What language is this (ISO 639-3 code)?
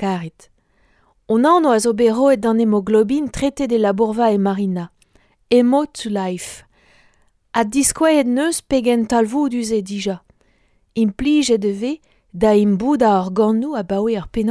bre